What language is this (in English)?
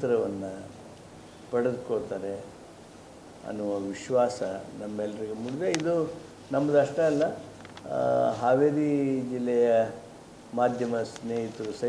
Kannada